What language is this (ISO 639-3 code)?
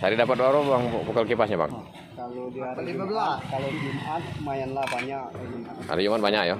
mui